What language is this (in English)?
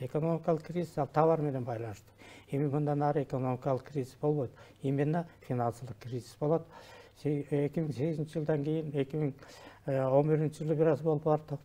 Kyrgyz